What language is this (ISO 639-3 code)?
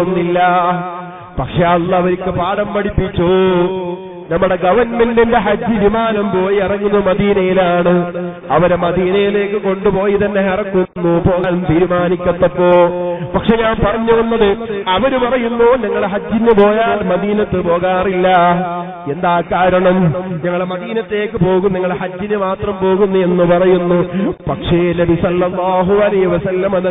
mal